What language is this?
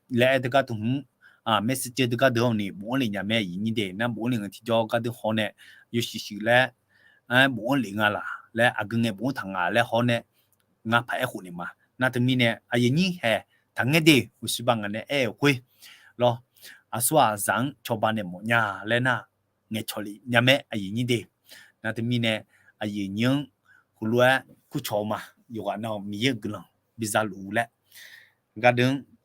Akha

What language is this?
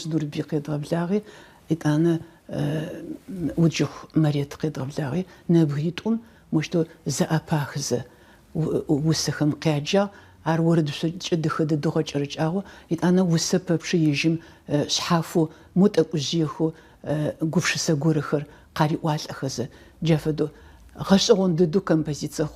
Adyghe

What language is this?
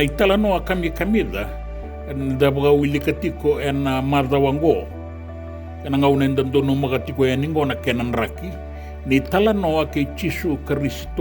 Fijian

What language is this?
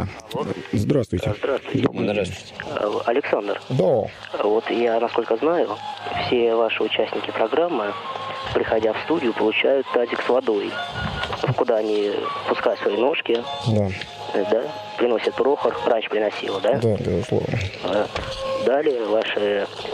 Russian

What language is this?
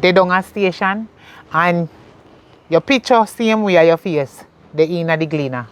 Jamaican Creole English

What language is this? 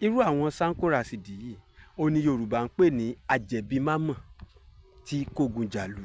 Yoruba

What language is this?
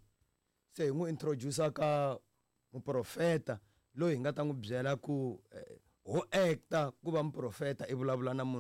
Tsonga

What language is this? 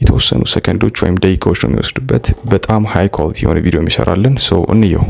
Amharic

